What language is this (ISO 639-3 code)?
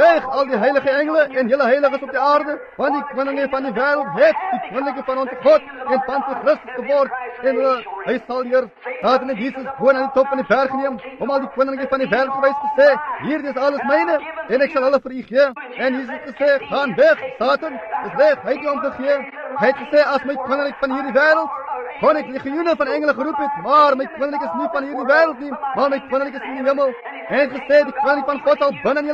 afr